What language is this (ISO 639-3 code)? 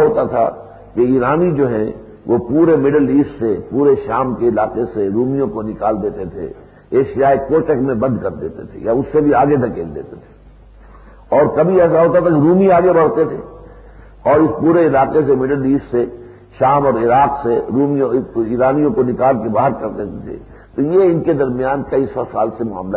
urd